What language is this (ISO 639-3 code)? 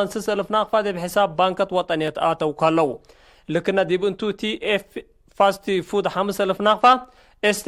tig